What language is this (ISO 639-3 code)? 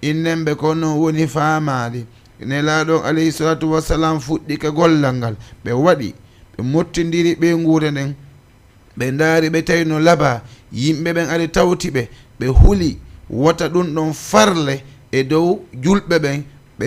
ful